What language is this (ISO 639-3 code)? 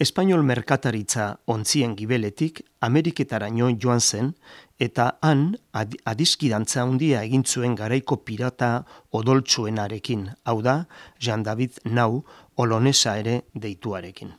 eus